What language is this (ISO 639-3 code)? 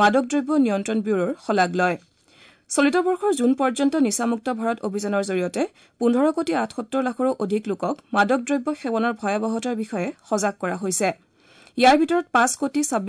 asm